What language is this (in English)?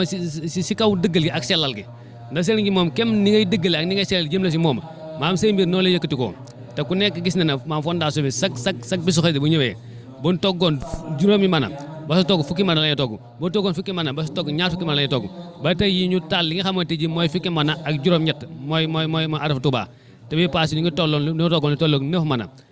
Wolof